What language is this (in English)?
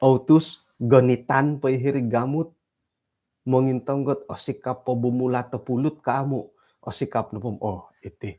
Central Dusun